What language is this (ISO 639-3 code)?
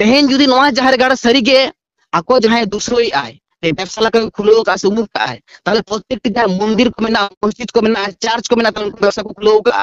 sat